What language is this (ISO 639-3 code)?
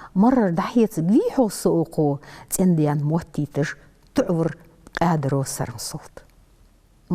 inh